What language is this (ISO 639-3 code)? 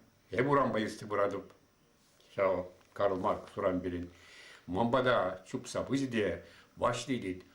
chv